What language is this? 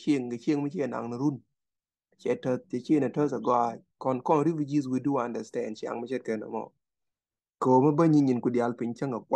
Nuer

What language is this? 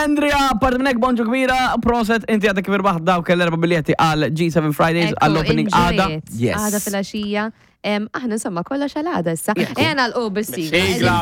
Maltese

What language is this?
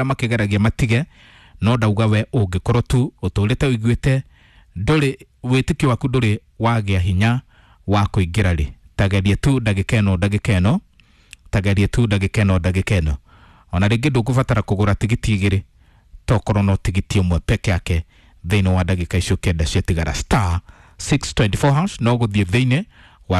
Kikuyu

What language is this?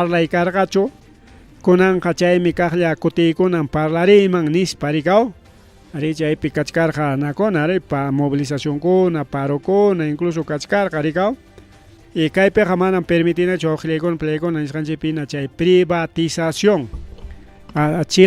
Ayacucho Quechua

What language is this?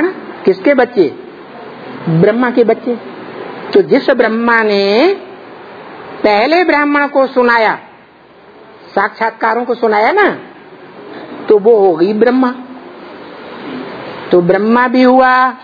Hindi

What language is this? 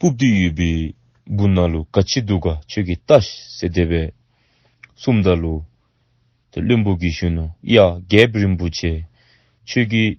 Dzongkha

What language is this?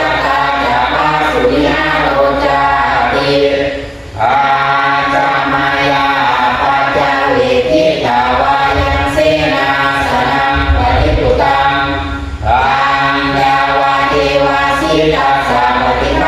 Pali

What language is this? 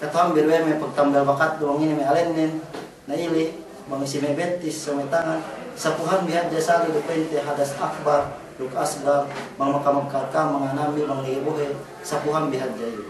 Yakan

